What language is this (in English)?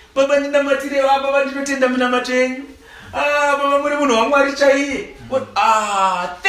Shona